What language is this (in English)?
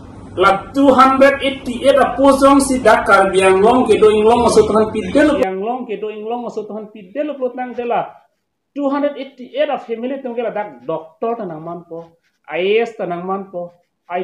Karbi